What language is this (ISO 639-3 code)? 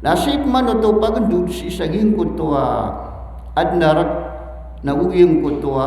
mrw